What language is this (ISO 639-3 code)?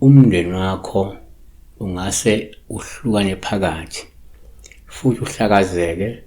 zul